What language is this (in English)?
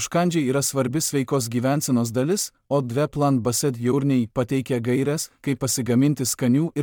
Lithuanian